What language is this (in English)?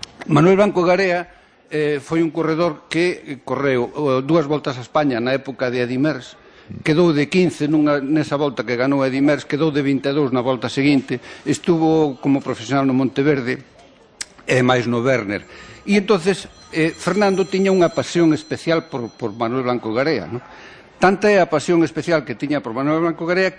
Galician